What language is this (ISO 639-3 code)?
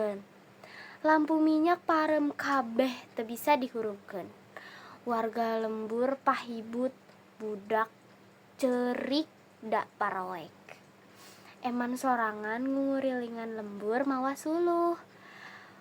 sun